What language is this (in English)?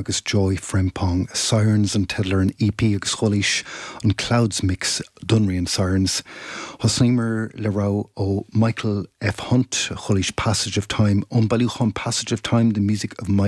Irish